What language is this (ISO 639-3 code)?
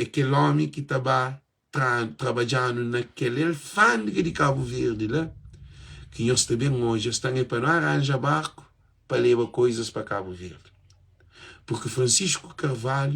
kea